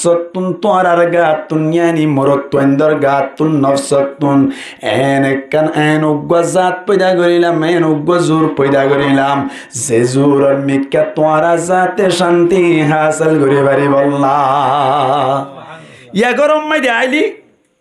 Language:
Rohingya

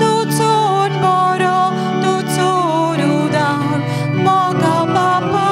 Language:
Konkani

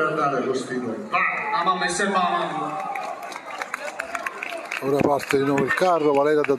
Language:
Italian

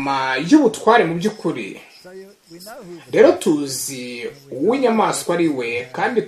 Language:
Kinyarwanda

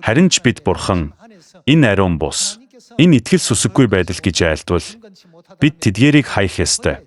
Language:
Mongolian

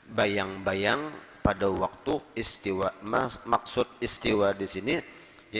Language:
Banjar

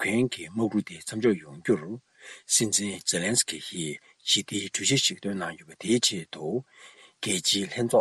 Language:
Tibetan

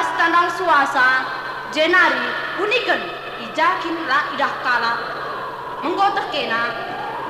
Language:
Batak Karo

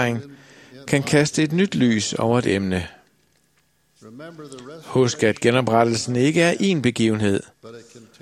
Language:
Danish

